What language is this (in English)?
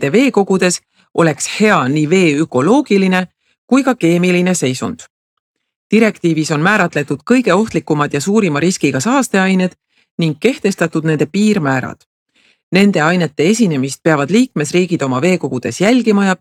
Estonian